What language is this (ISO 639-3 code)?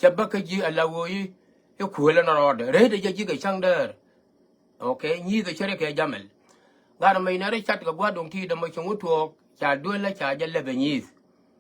nus